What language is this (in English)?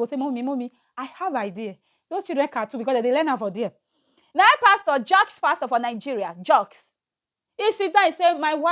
Nigerian Pidgin